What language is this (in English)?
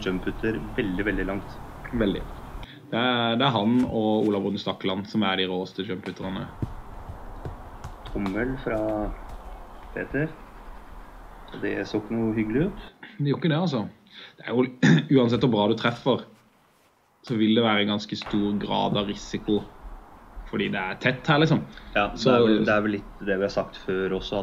Norwegian